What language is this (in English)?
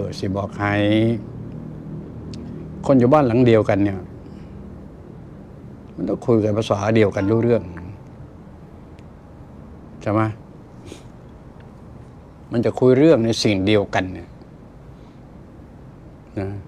Thai